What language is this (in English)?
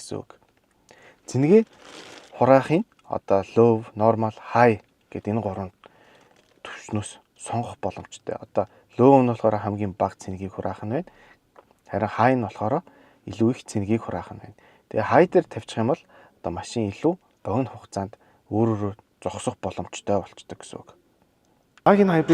Mongolian